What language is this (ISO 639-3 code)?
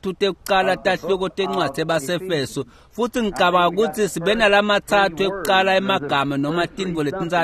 ssw